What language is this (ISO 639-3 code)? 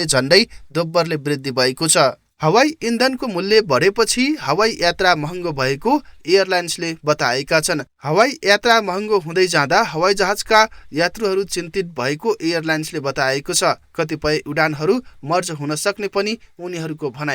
nep